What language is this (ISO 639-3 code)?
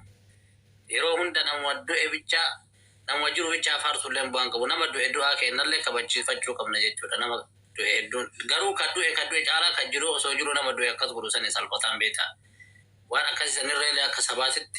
orm